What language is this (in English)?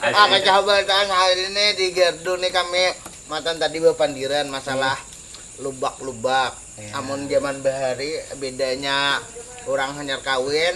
Banjar